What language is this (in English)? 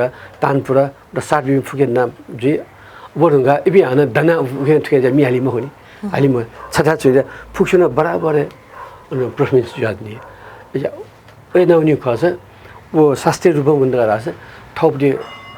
Newari